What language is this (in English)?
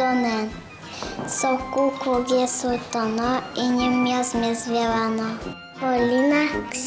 Udmurt